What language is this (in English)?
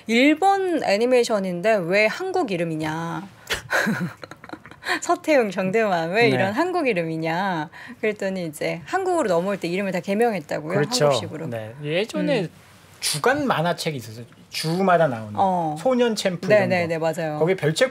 Korean